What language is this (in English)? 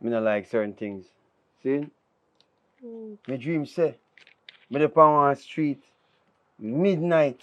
Jamaican Creole English